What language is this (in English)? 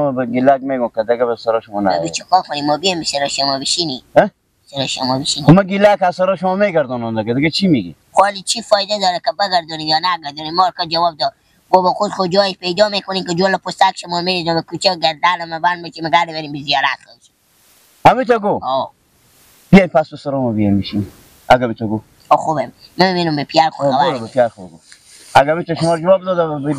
Persian